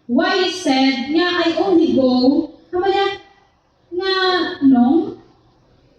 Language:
Hiligaynon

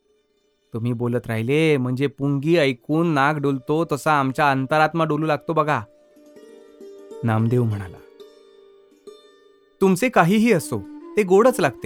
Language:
Marathi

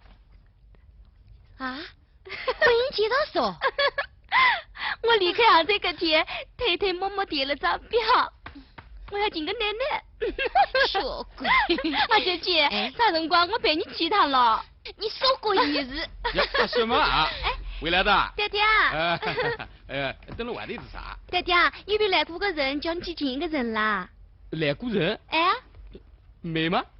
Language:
Wu Chinese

